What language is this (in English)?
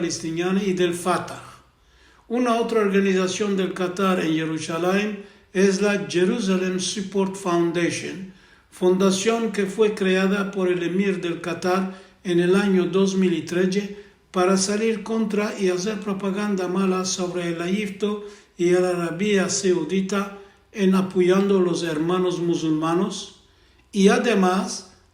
Ladino